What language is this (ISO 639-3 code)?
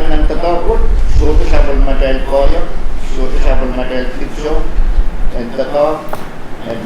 pon